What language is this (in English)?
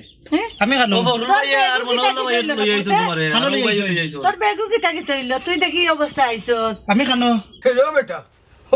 Sylheti